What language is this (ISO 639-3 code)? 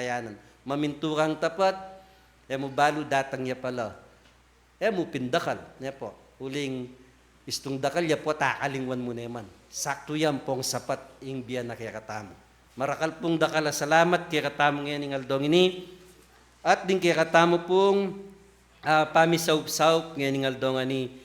pam